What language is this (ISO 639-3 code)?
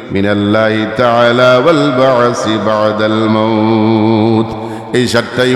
syl